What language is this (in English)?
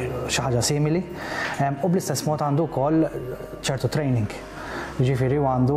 Maltese